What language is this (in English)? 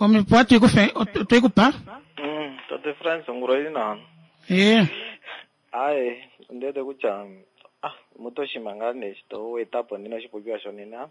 Kuanyama